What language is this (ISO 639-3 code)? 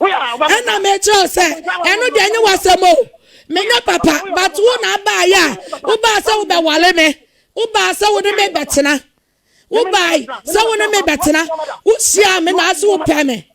aka